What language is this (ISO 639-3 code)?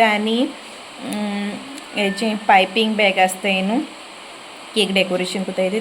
kok